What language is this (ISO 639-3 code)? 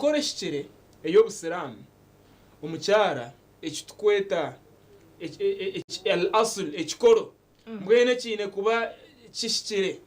nyn